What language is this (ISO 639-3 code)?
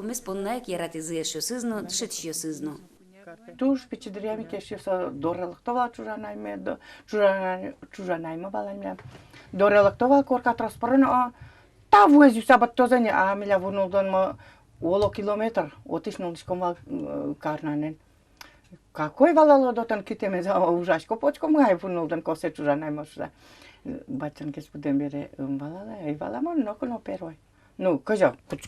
udm